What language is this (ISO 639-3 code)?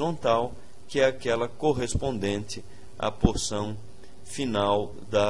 por